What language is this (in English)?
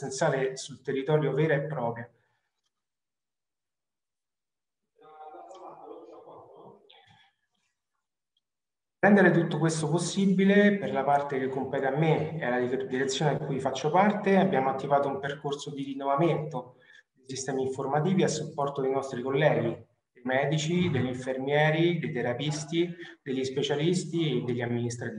Italian